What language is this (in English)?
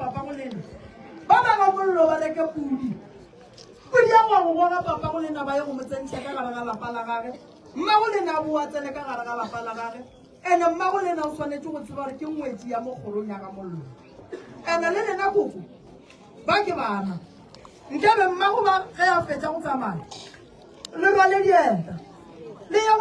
Northern Sotho